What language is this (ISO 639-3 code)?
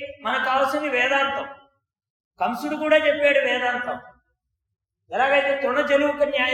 tel